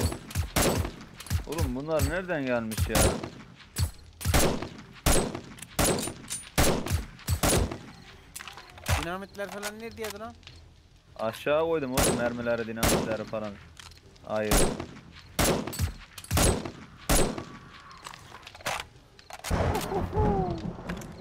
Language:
Turkish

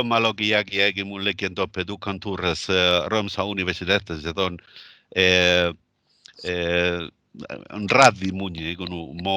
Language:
Northern Sami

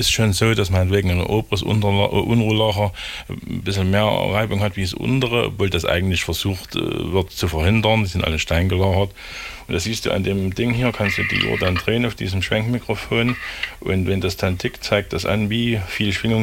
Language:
German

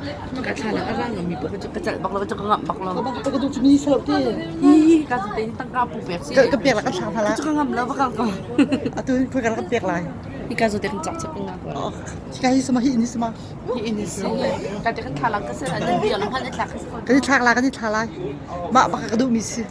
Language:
Hakha Chin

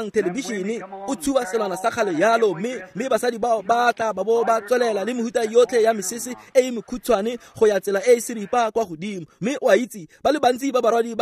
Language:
Tswana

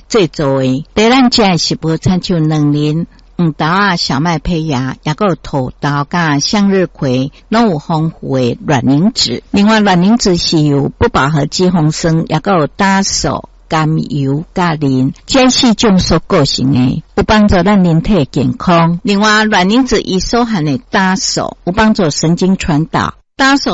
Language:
Min Nan Chinese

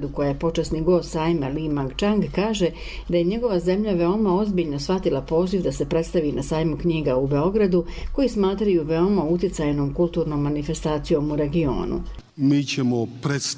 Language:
Bosnian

